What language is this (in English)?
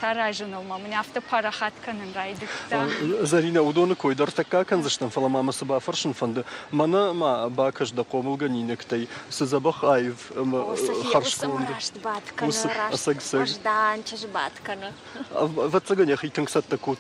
Ossetic